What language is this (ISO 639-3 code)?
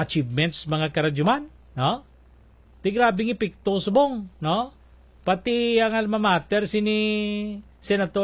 hil